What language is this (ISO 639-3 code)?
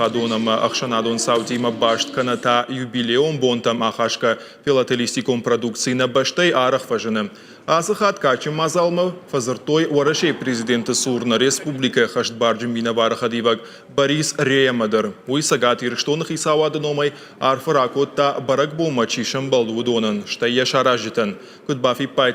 oss